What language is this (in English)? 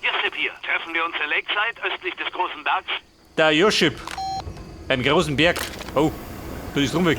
Bavarian